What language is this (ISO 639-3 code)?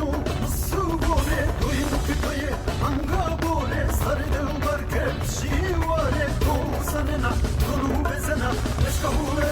zza